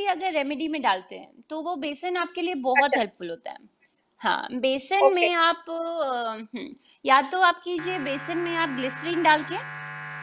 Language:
Hindi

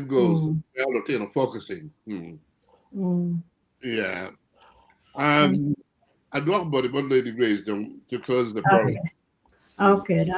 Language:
Acoli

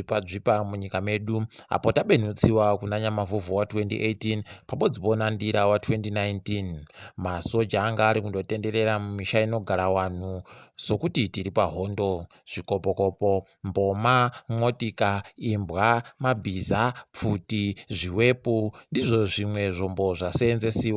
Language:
Ndau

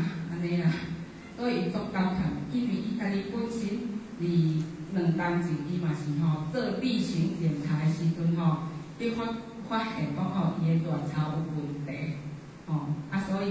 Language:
Min Nan Chinese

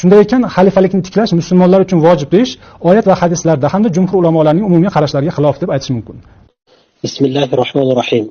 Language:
Uzbek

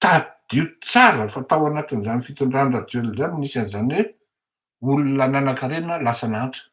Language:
Malagasy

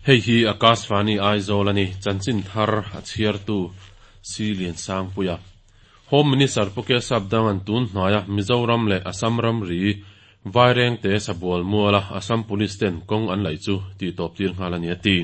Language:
Mizo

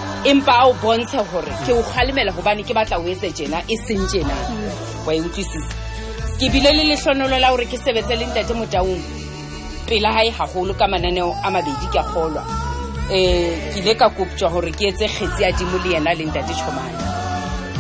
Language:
Southern Sotho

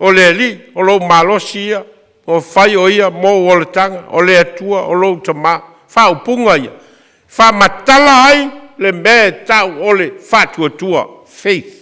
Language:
Samoan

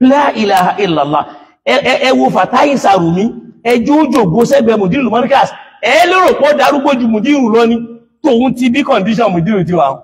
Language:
Yoruba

